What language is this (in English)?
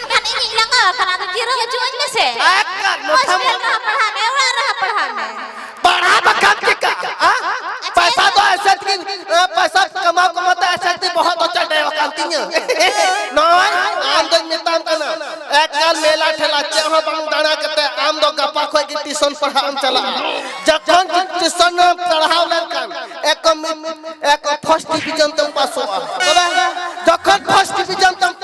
Santali